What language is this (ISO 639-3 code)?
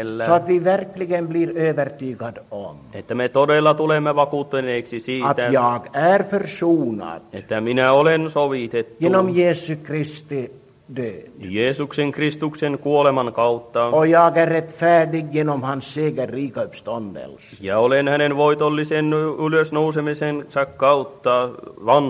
fin